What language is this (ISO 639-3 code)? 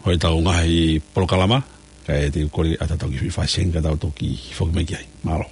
ton